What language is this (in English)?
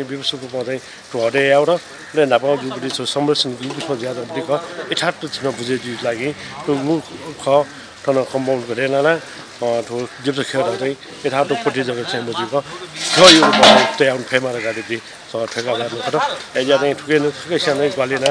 Newari